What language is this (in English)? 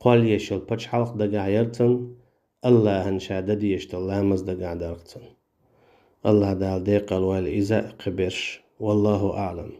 Chechen